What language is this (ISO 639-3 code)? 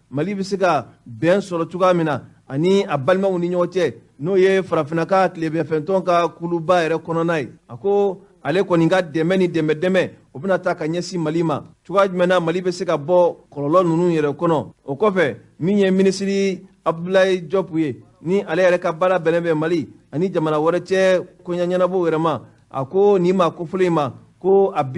bam